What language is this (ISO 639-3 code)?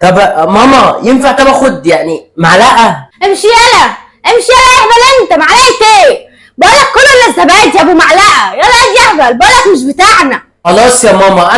arz